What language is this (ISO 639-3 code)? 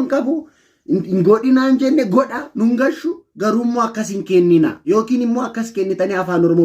orm